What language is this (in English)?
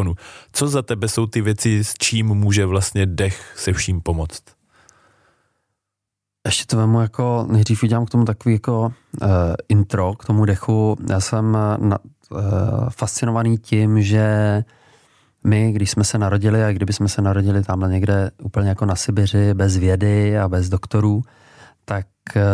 Czech